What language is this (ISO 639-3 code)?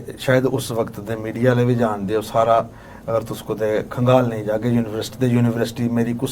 doi